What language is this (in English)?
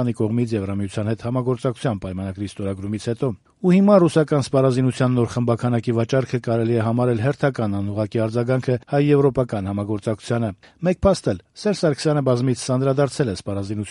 Armenian